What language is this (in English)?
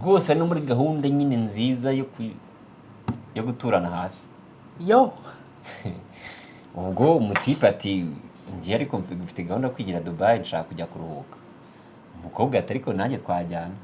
Kinyarwanda